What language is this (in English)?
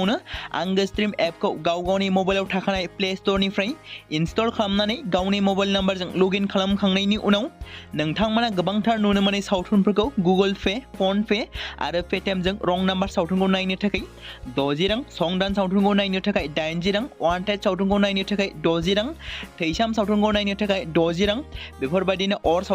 Bodo